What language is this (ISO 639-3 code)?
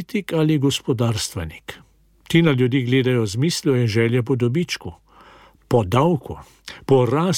slv